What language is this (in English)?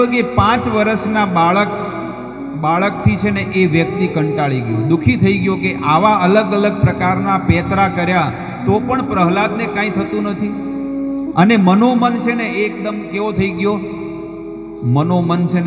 Gujarati